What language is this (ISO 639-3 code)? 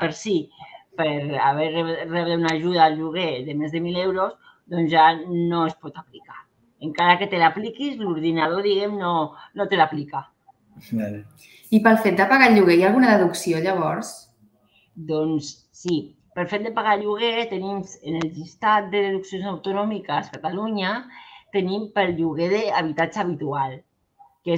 cat